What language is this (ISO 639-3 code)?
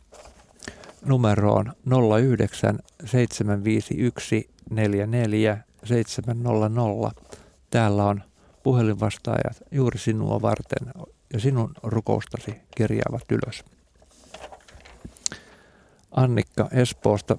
fin